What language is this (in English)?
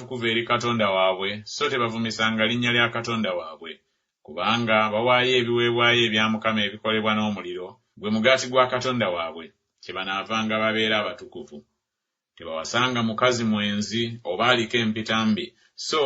Ganda